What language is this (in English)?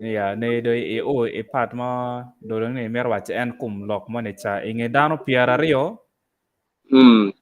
Acoli